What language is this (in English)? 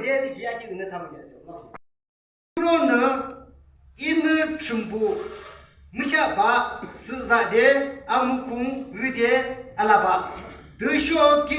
Yimchungru Naga